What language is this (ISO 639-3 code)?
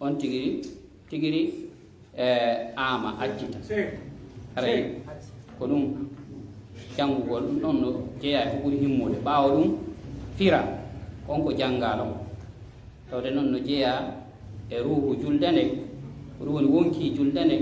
ful